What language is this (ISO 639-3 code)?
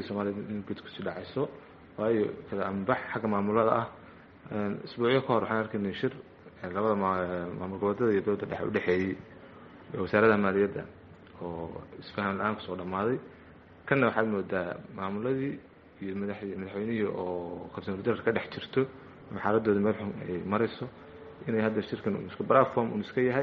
som